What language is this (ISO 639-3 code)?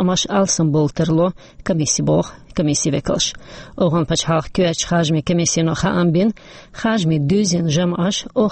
che